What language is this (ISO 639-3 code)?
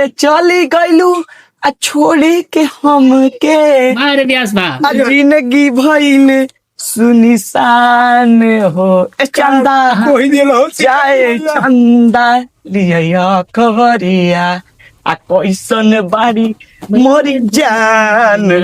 bho